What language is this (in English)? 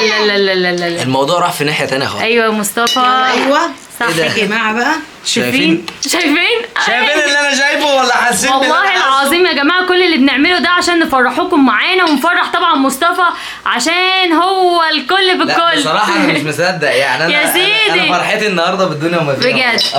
Egyptian Arabic